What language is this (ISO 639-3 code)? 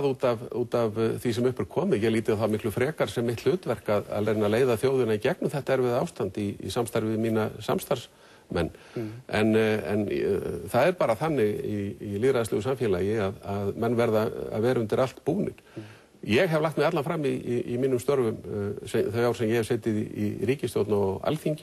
isl